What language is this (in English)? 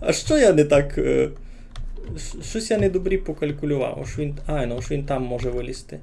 Rusyn